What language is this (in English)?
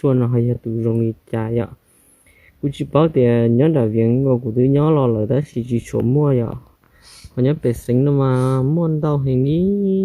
Hmong